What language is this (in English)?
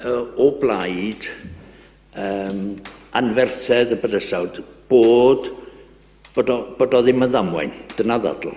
Welsh